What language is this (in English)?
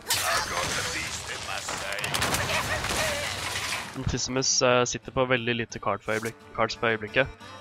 Norwegian